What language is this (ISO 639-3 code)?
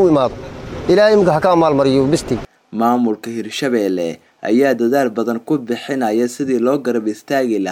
som